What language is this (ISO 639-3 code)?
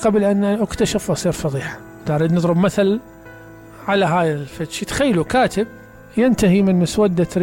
acm